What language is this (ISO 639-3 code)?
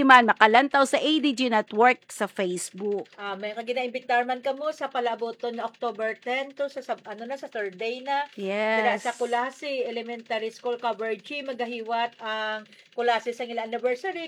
hil